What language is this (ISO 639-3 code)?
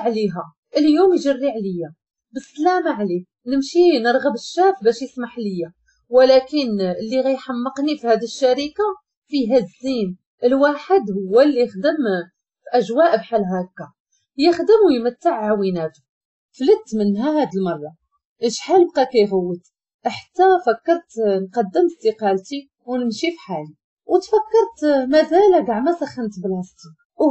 ary